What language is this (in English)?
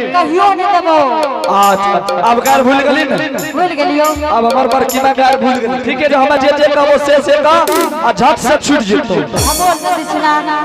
Angika